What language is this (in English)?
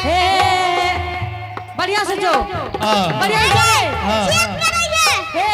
Angika